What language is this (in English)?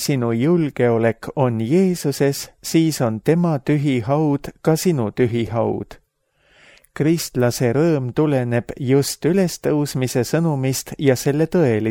Estonian